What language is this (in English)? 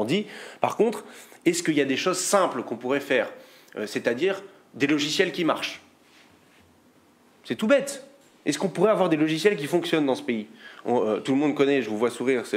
French